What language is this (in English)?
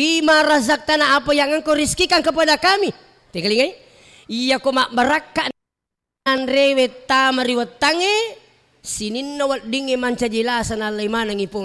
Buginese